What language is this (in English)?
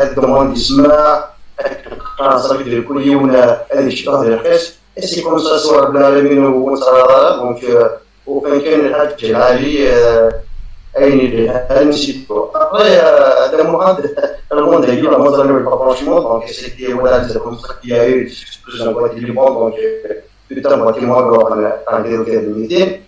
Kabyle